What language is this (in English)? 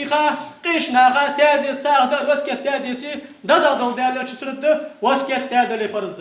Ingush